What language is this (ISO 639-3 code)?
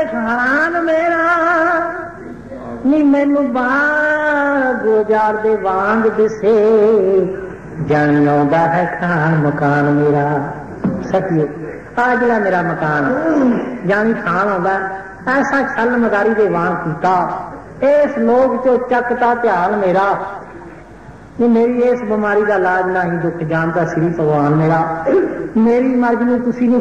pan